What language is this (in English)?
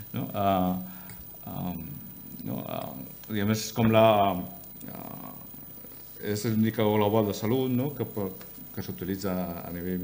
Catalan